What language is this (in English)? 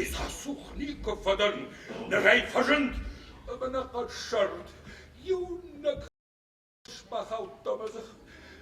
Ossetic